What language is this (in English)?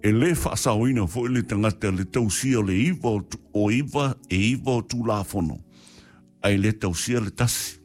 Samoan